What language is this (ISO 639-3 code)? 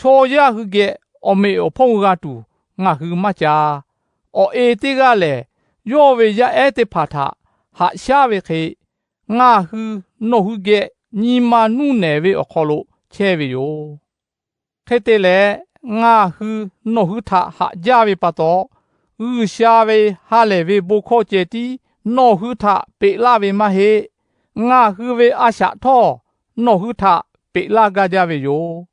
lhu